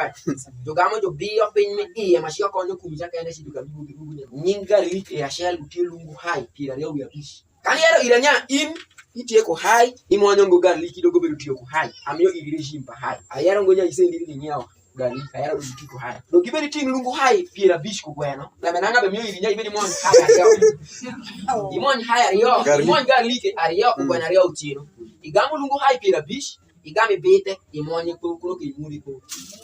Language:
Alur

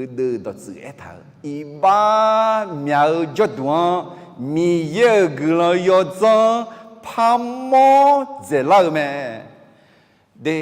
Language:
Akha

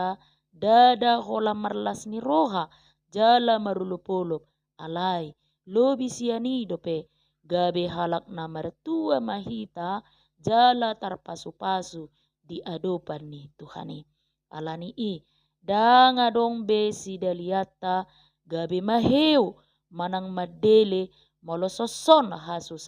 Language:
Batak Toba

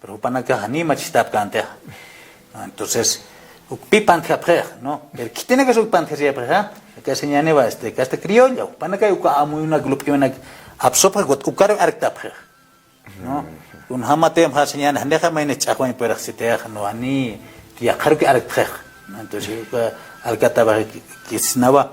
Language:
Aymara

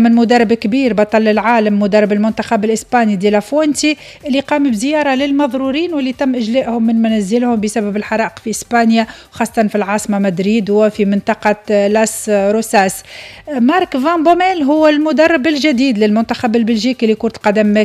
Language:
Tunisian Arabic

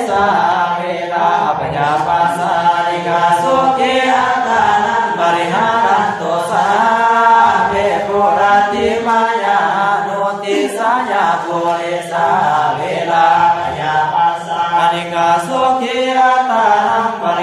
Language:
Pali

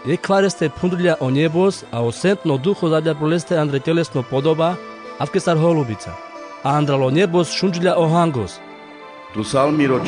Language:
Carpathian Romani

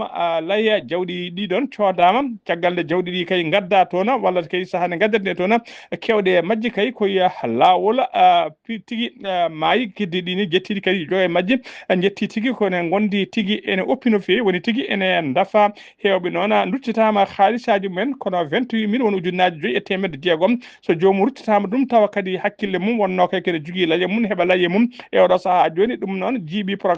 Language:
Fula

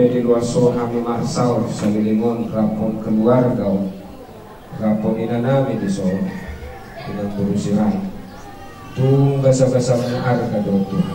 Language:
Batak Toba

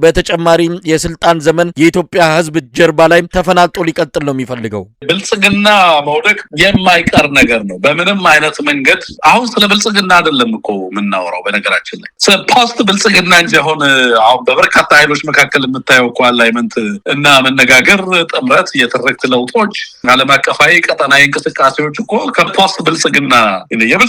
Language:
Amharic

